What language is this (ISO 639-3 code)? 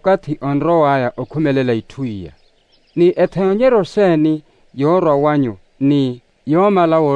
vmw